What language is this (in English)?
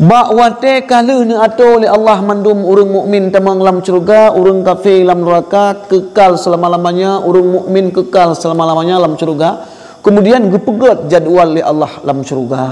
Achinese